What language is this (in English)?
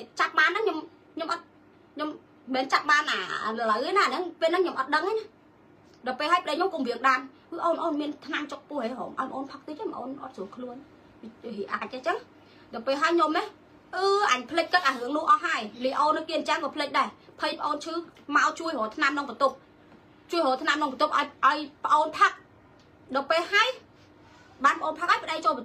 Khmer